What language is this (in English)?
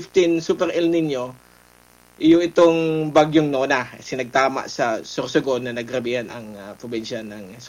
Bikol